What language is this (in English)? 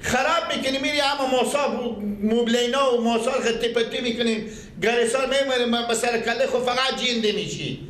Persian